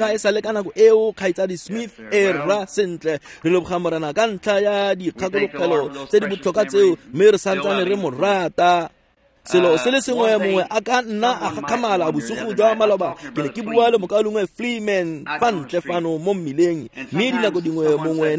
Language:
Tswana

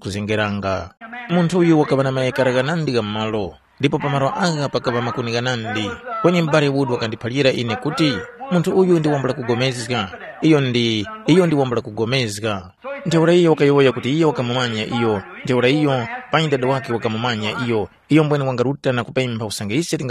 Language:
Tumbuka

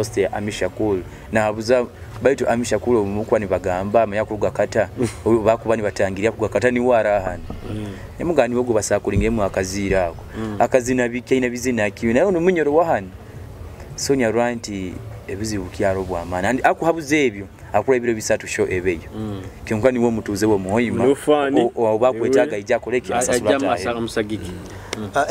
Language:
Nyoro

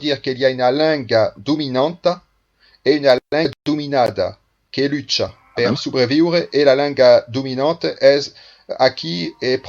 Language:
Occitan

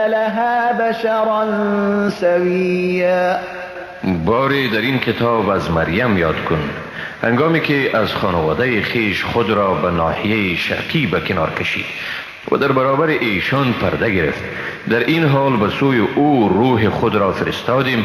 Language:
Persian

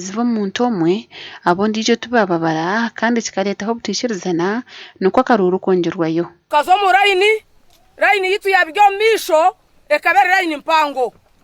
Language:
Nyankole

